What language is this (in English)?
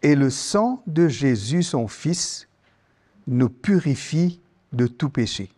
Morisyen